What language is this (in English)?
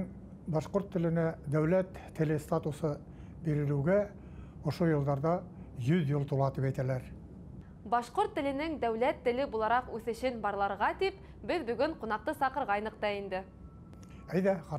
Bashkir